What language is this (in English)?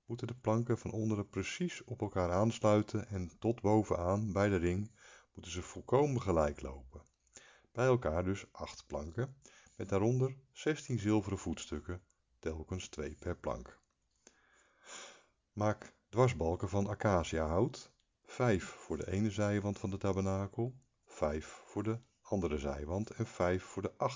Dutch